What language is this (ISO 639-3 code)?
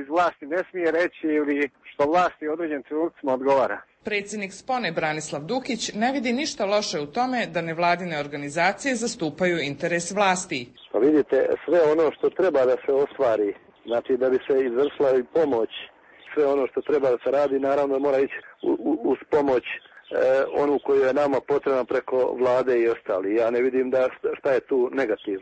srp